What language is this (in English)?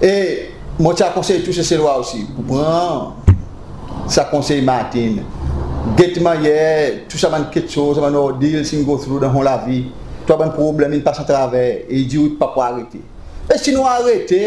Seselwa Creole French